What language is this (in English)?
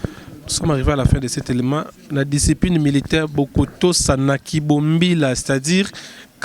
Lingala